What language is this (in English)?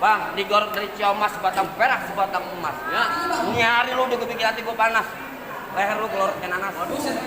Betawi